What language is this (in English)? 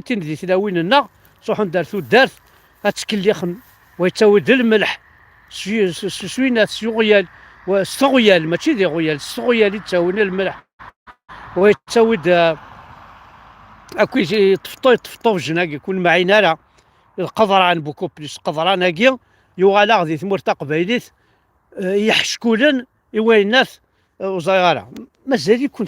Kabyle